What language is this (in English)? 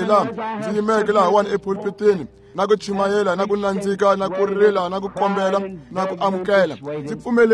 Tsonga